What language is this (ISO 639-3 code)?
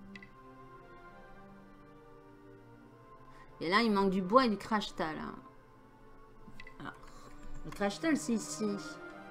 fra